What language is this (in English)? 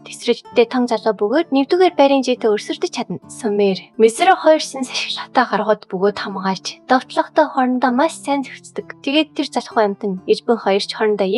Mongolian